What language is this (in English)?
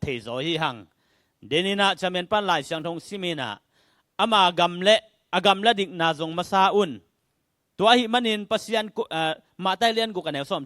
Tedim Chin